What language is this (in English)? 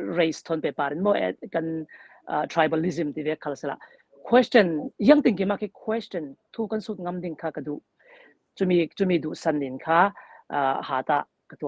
Falam Chin